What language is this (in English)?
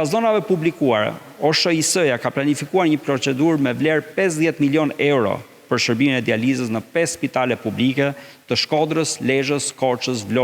Albanian